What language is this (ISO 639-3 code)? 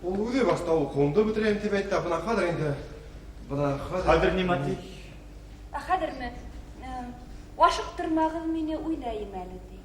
bak